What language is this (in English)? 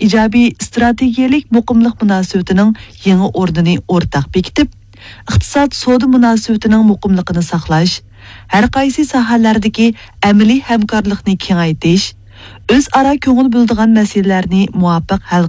Uyghur